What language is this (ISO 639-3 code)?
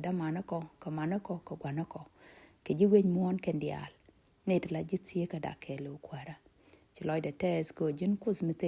nus